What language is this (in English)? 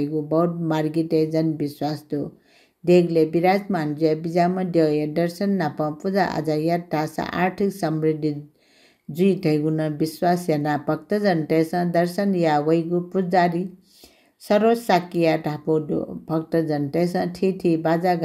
Newari